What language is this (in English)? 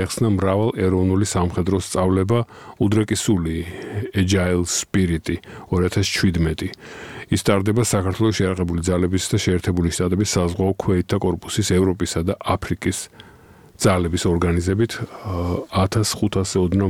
Georgian